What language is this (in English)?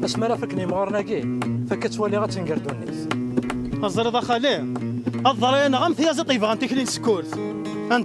Kabyle